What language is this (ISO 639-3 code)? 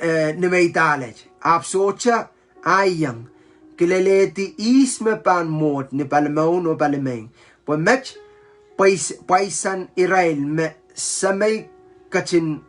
pon